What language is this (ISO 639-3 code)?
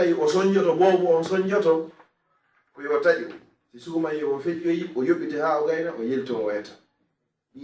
ful